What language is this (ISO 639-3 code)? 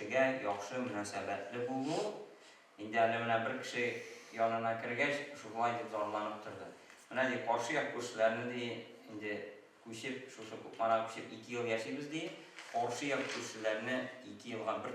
tat